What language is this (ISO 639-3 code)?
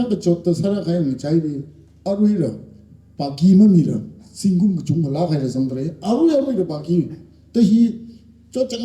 nmf